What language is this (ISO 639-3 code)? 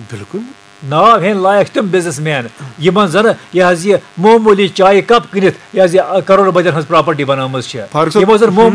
kas